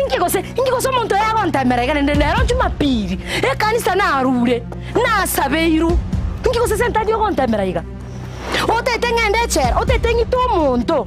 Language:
Gusii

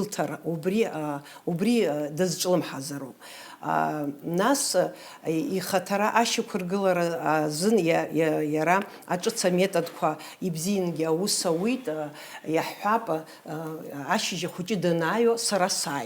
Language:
Abkhazian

